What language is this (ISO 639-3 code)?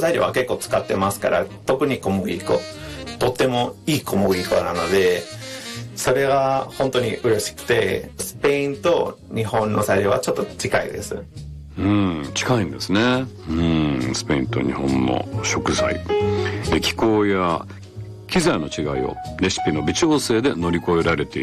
jpn